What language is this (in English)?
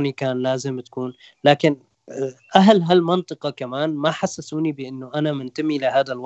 North Levantine Arabic